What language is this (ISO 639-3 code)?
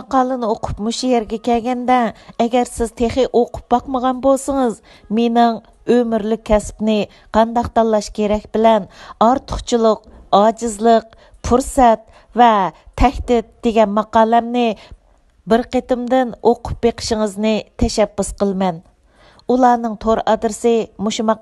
uig